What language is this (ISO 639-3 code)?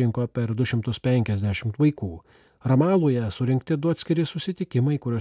lit